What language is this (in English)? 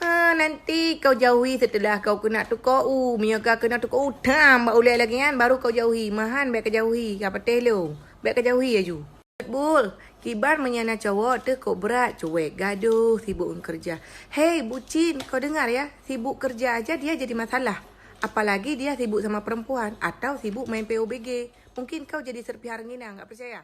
Achinese